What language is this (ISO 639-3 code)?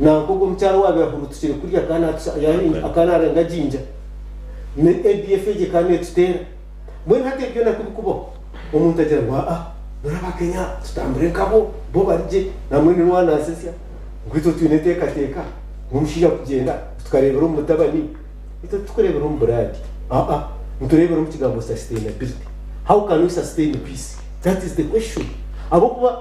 nyn